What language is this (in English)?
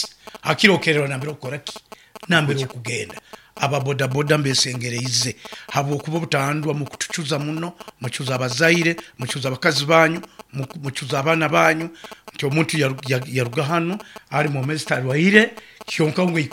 Nyoro